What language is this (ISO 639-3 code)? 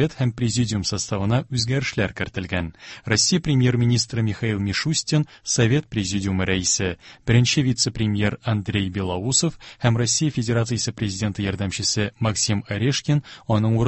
tat